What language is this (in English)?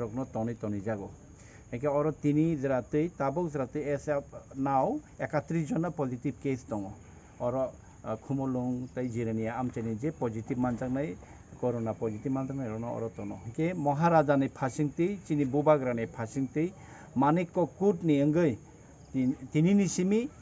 Kok Borok